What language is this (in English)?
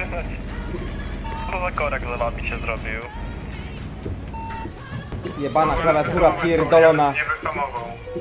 Polish